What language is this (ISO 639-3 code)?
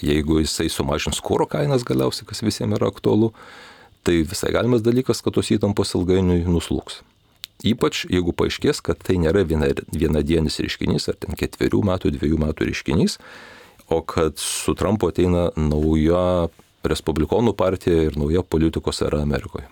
lit